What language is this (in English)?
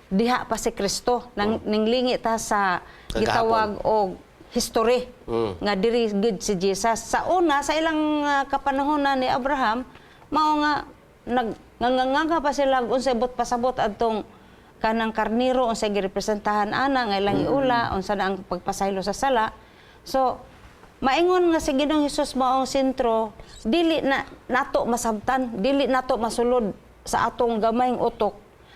Cebuano